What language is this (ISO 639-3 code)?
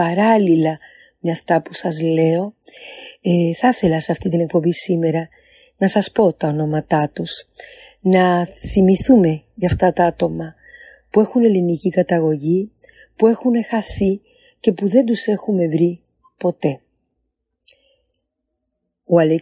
ell